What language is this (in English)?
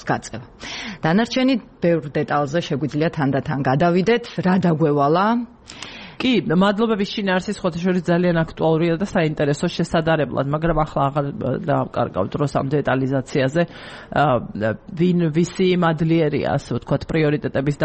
Georgian